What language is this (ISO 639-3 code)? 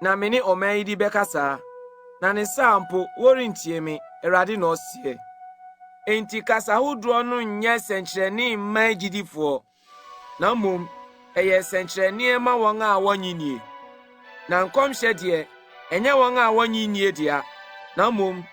aka